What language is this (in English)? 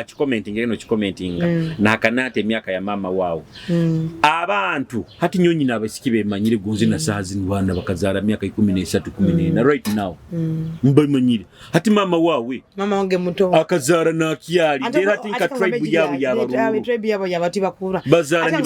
Nyoro